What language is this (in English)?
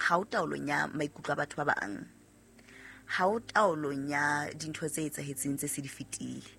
Southern Sotho